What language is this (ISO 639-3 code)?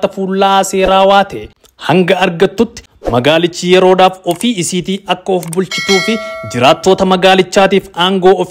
orm